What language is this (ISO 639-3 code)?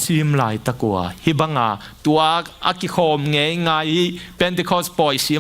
ctd